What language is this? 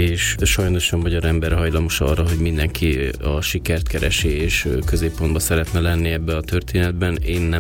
Hungarian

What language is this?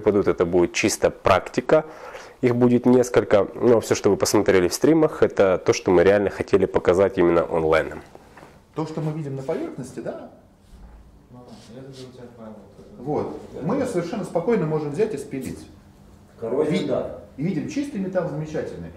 Russian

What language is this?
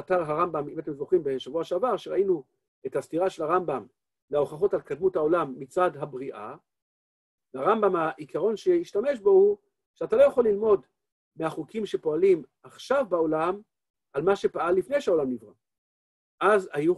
Hebrew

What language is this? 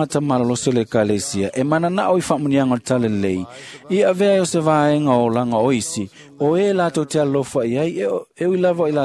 Samoan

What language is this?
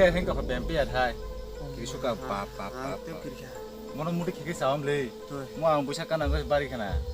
Kok Borok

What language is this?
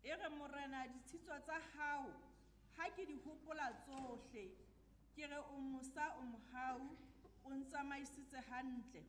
Southern Sotho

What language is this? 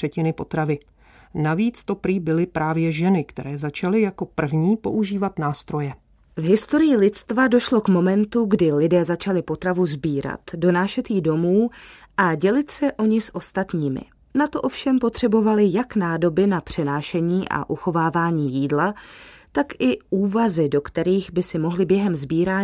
Czech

